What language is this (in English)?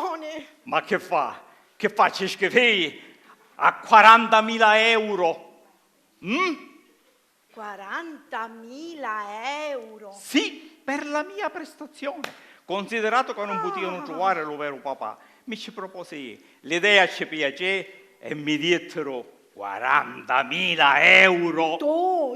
Sicilian